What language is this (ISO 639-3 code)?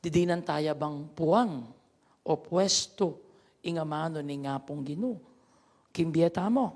pam